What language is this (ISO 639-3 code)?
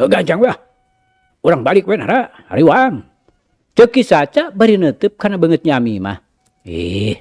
sun